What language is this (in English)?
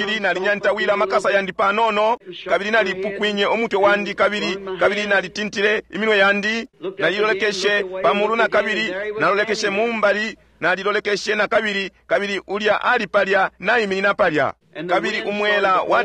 Bemba